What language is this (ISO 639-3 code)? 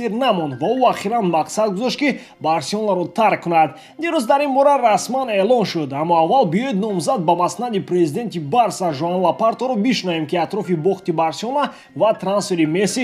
tgk